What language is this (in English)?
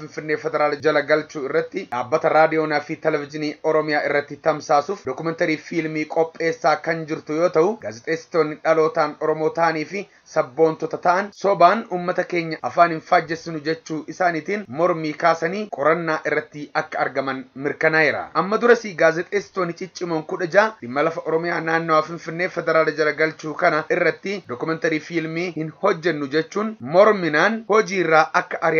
Oromo